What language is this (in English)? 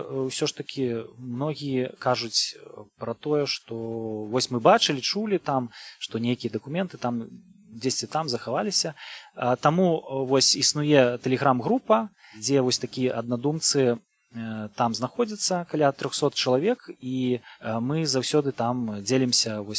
Belarusian